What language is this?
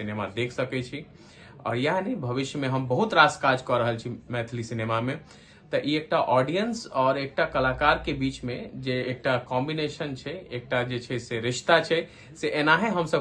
Maithili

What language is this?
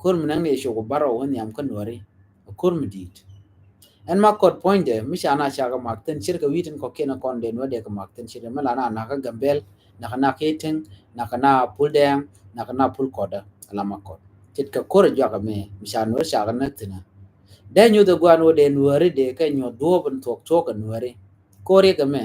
Nuer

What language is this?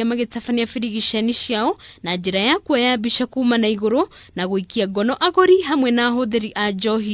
Kikuyu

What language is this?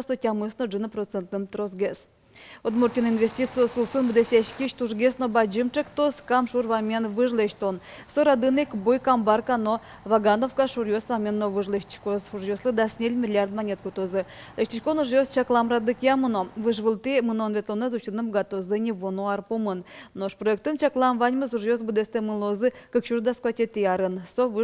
Udmurt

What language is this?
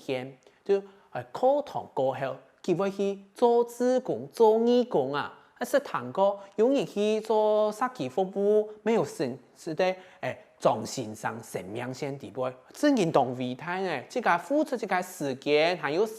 Hakka Chinese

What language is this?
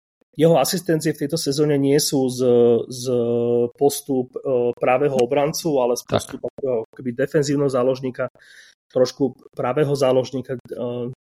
Slovak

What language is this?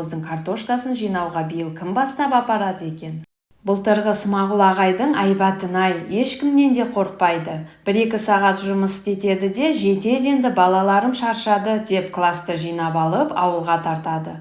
Kazakh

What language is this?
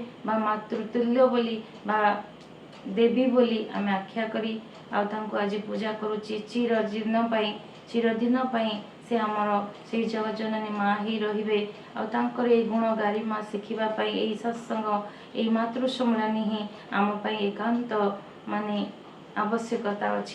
Odia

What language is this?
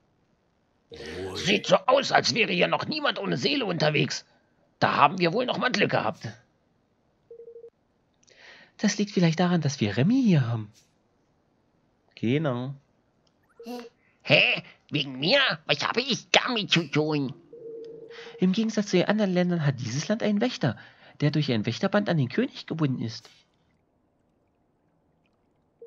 German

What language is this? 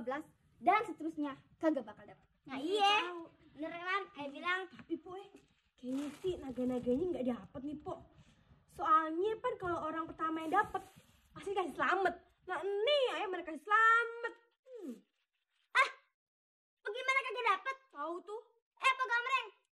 Betawi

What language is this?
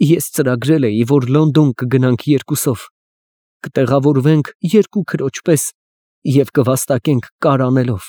Armenian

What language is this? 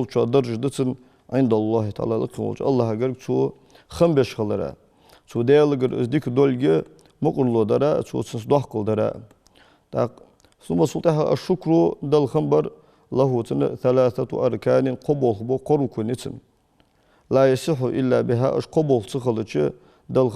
Ingush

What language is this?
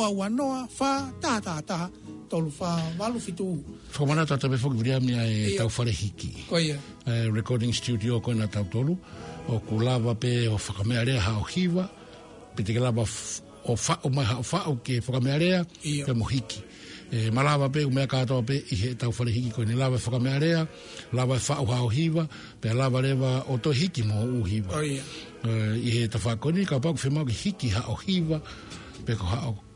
Tongan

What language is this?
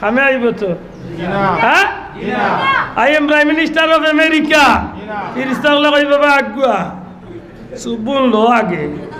Sylheti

